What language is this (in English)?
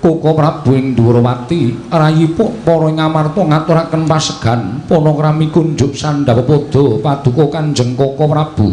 Javanese